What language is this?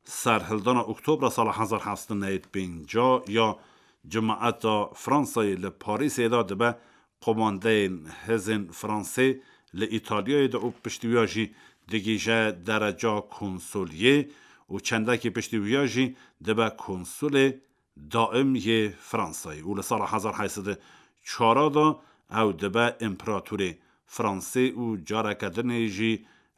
Kurdish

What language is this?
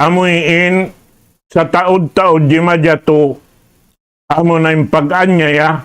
Tausug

